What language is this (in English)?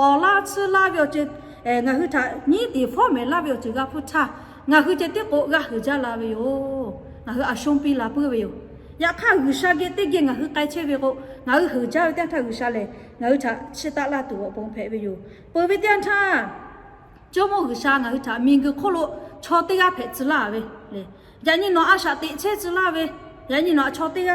Lahu